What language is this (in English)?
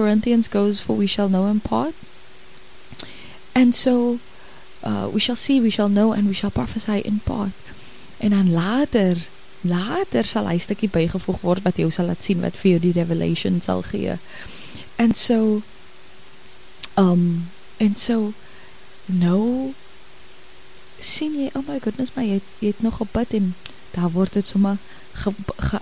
Afrikaans